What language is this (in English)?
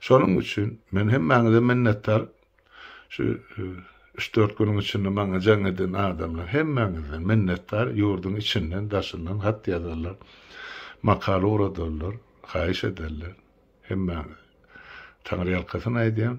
Turkmen